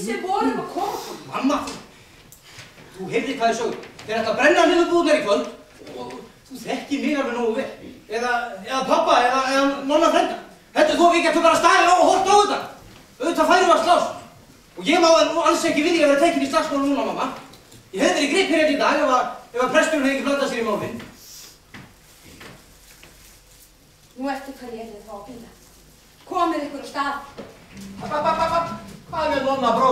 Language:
Icelandic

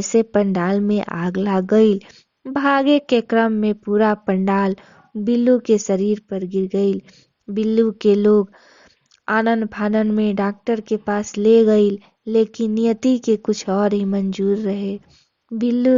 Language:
Bhojpuri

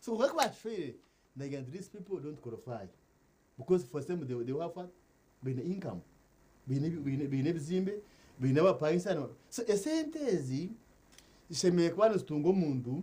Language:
Nyankole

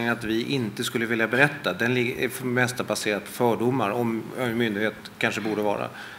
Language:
Swedish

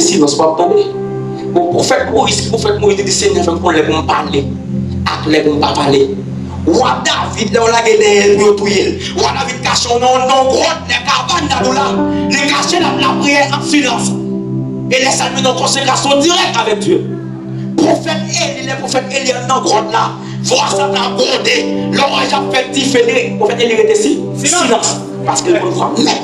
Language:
Haitian Creole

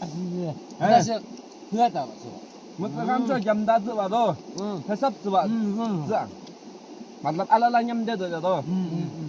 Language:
Yimchungru Naga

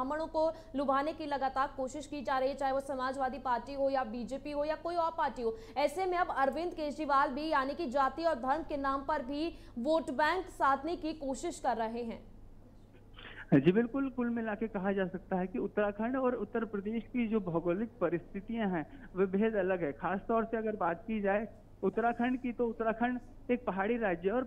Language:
Hindi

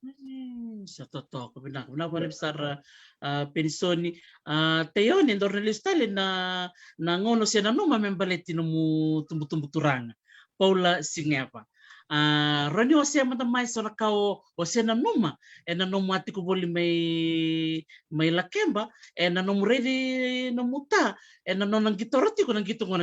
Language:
Fijian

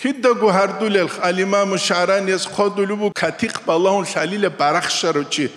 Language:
Avaric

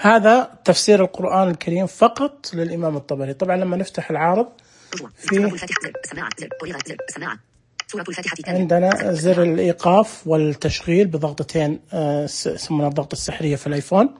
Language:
Najdi Arabic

